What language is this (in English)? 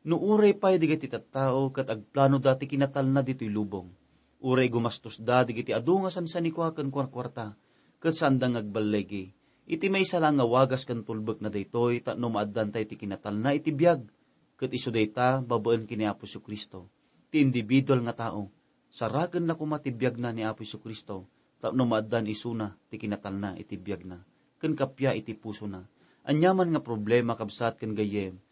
Iloko